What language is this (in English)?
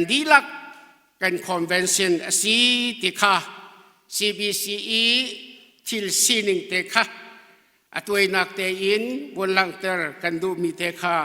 Hakha Chin